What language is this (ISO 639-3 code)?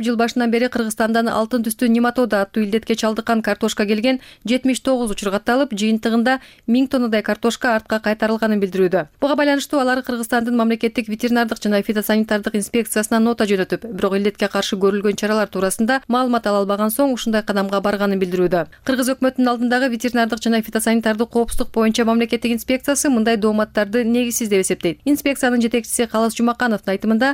kir